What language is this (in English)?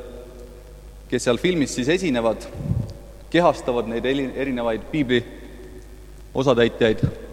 Estonian